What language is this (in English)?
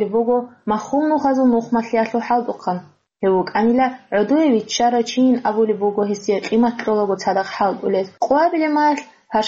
Avaric